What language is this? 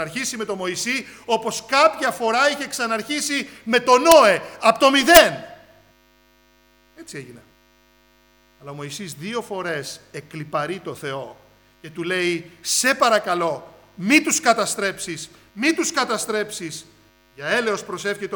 Greek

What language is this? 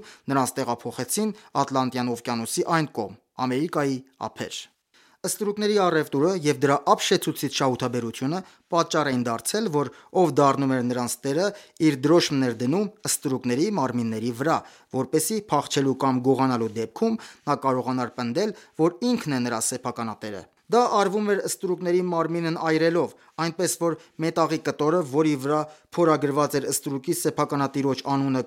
Armenian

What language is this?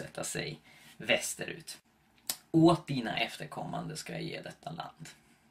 Swedish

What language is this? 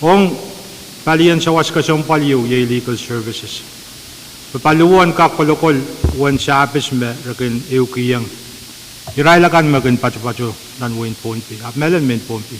Pohnpeian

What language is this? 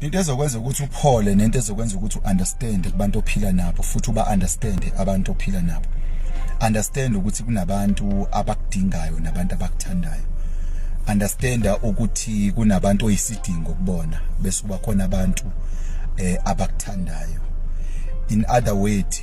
Zulu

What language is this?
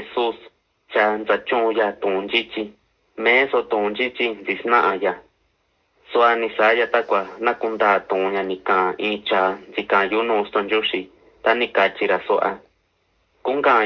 Mixtepec Mixtec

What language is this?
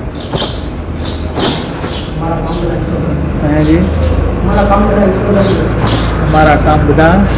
Gujarati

